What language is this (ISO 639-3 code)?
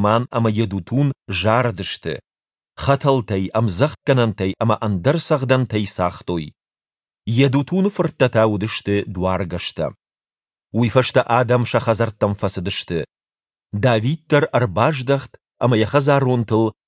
oss